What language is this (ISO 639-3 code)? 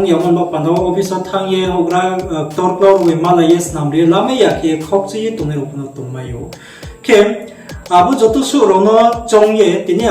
ria